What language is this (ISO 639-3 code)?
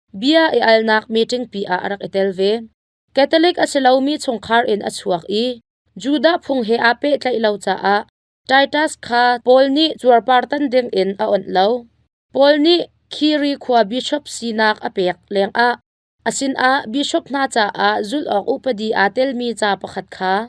cnh